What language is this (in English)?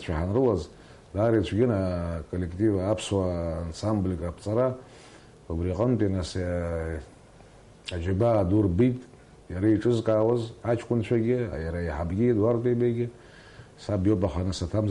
Abkhazian